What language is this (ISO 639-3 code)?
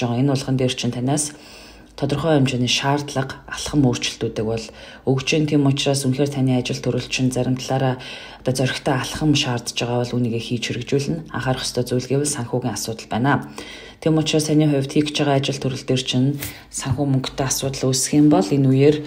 mon